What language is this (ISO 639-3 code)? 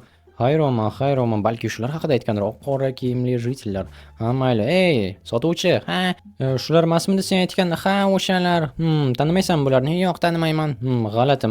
uzb